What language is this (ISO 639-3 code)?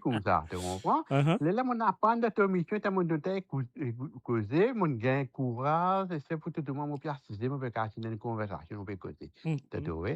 mfe